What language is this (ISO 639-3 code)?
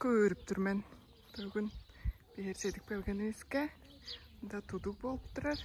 tyv